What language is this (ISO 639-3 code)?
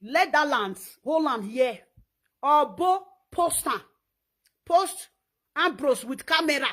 pcm